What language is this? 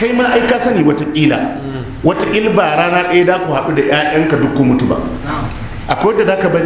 Hausa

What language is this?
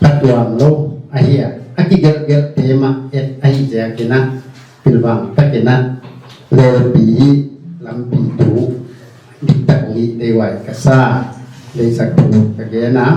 Paite Chin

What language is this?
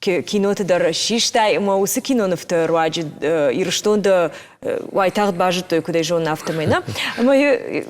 Ossetic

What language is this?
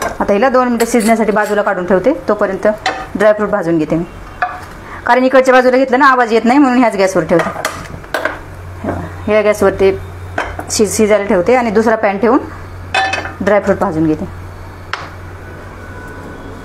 Marathi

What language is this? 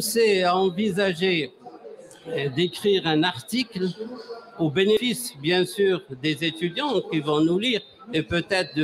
French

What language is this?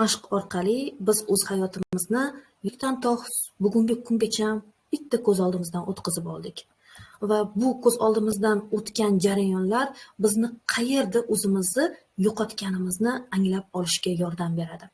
Uzbek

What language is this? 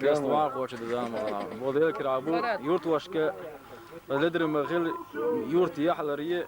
Chechen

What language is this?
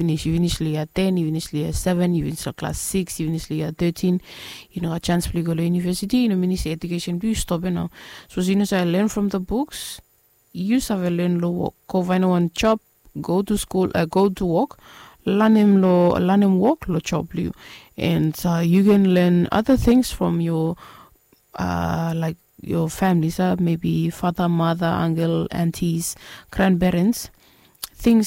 Bislama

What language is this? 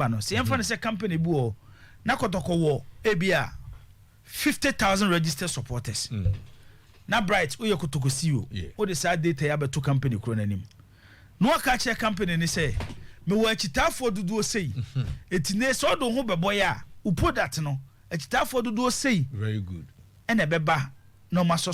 Akan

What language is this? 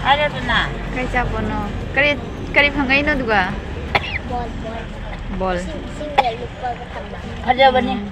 Manipuri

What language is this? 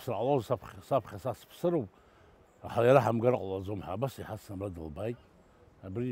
Abkhazian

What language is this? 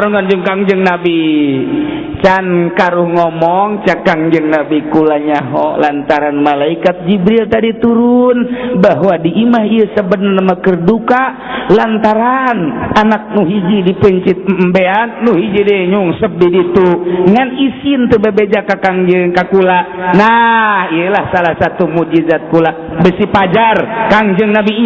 Sundanese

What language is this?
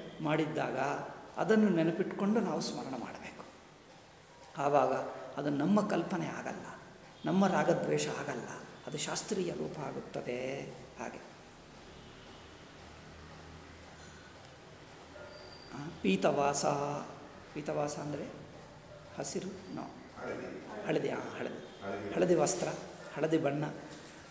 Kannada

